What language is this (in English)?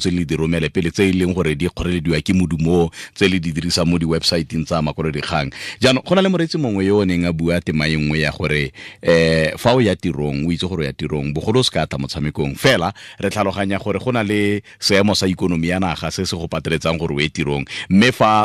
Tswana